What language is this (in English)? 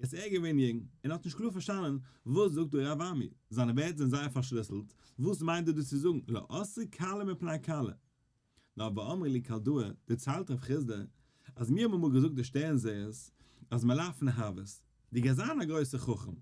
Yiddish